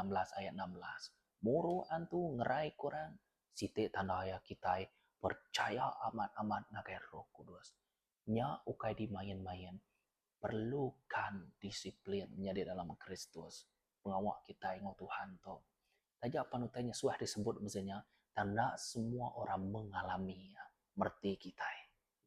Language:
Iban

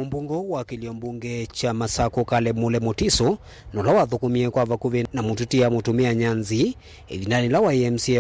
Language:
Kamba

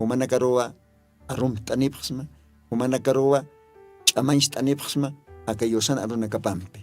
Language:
Aymara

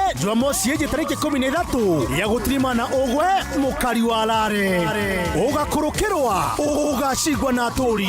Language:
Meru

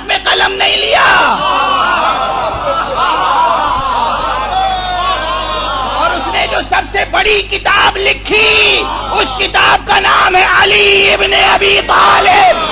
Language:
Urdu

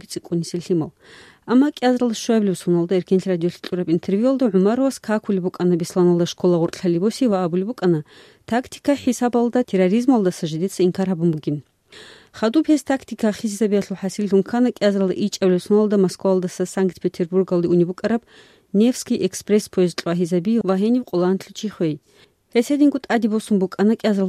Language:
Avaric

